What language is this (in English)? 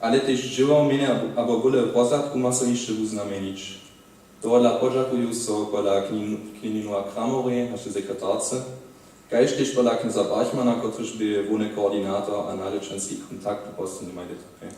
Upper Sorbian